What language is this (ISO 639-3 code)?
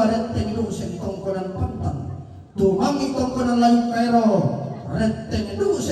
sda